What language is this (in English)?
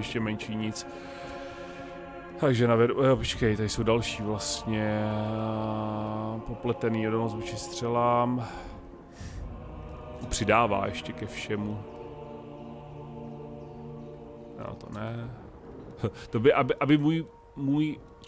Czech